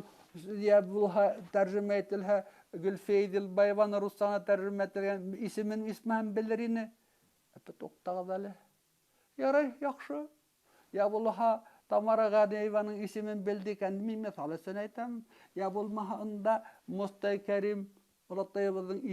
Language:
Bashkir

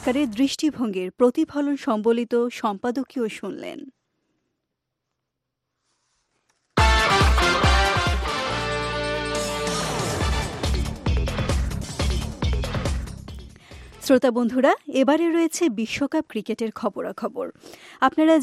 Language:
Bangla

